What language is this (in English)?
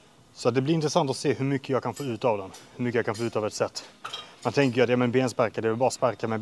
Swedish